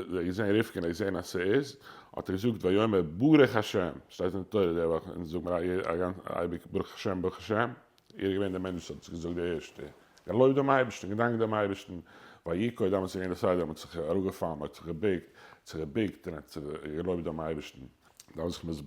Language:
Yiddish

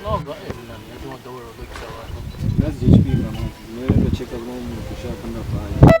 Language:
Venda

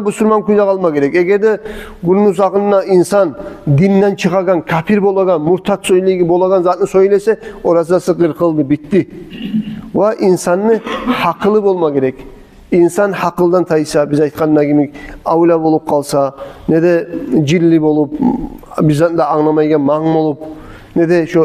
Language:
Kumyk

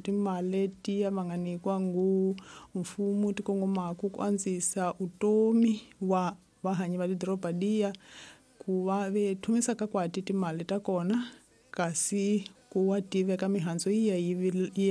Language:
Tsonga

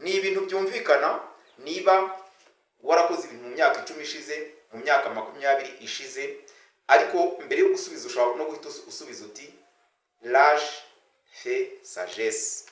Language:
Kinyarwanda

